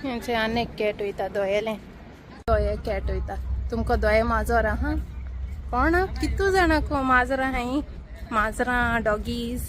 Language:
Konkani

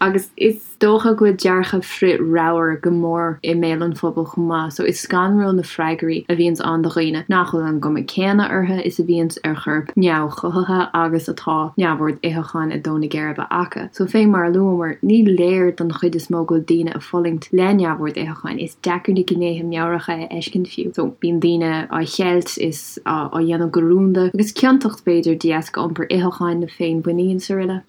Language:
Irish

